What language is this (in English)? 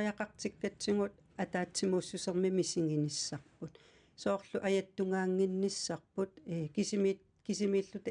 Kalaallisut